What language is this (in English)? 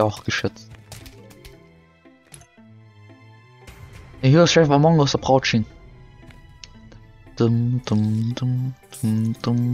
German